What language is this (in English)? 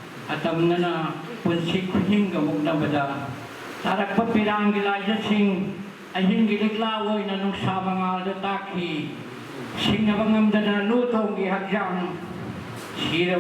Manipuri